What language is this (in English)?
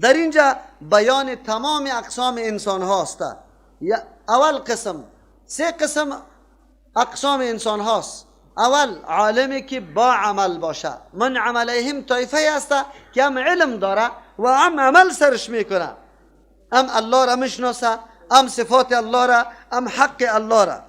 Persian